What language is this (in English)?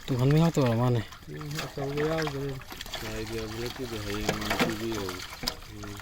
Manipuri